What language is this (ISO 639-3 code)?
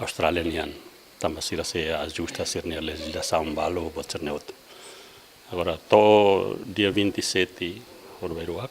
tet